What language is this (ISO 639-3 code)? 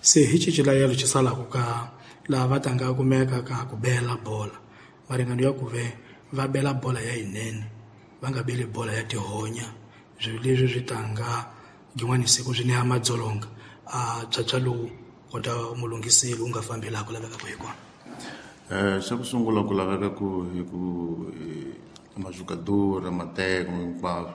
tso